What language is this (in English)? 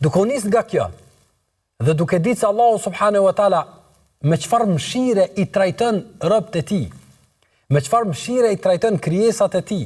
Albanian